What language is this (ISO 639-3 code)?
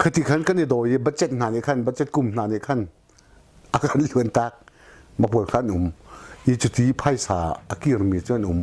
cnh